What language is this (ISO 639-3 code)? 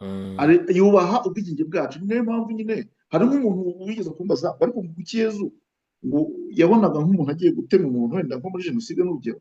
kin